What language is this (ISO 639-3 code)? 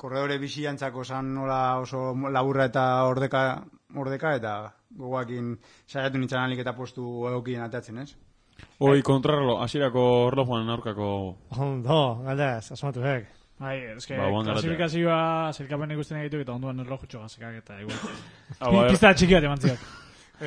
eus